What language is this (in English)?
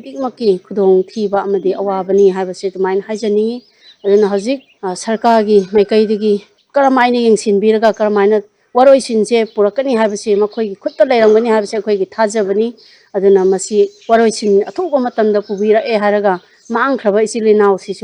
Manipuri